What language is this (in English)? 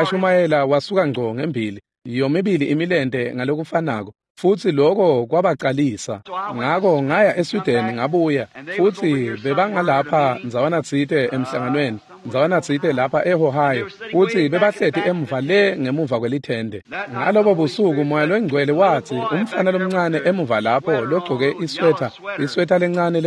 Swati